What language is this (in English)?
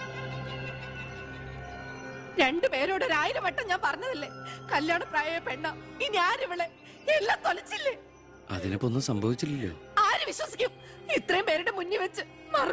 Malayalam